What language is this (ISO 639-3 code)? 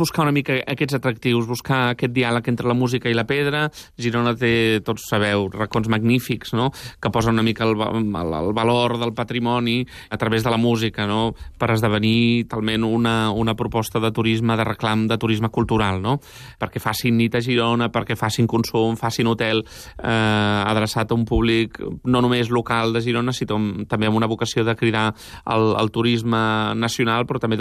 cat